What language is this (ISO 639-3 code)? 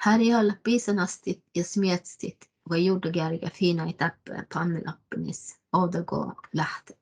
sme